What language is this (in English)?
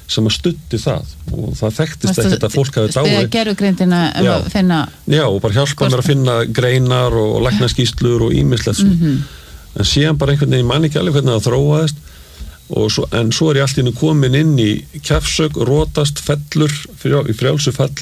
Icelandic